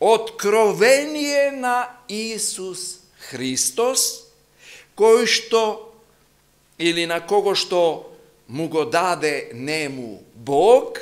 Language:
Macedonian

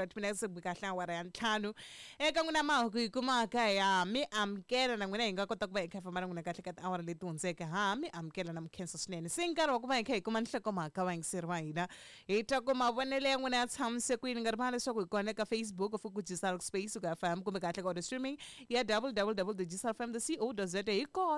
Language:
Tsonga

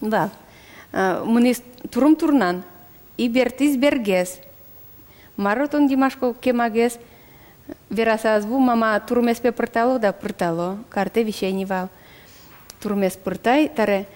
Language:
Udmurt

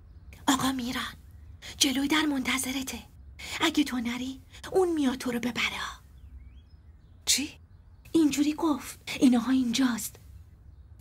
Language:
Persian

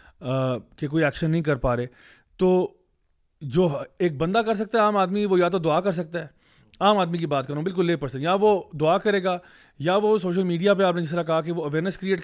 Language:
Urdu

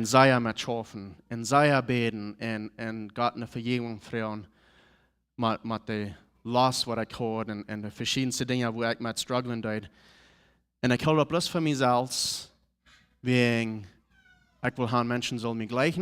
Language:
Plautdietsch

